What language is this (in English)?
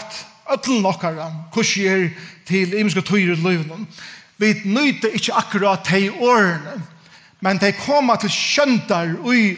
Faroese